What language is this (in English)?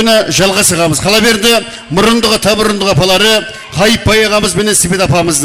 Kara-Kalpak